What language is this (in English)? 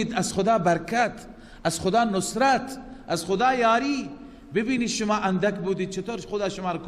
Persian